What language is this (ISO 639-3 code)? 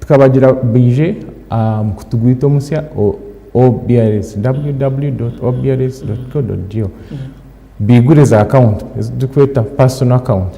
nyn